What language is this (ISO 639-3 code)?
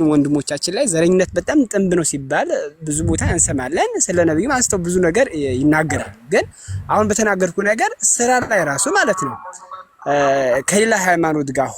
amh